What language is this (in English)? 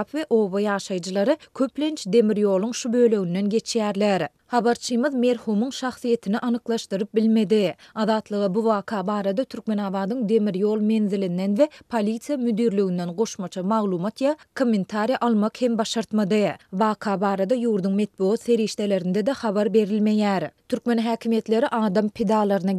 Turkmen